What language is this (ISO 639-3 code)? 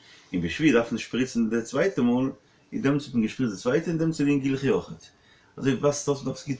yid